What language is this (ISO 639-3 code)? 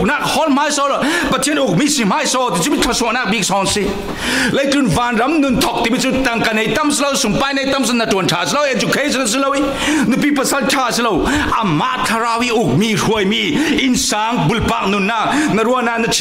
cfm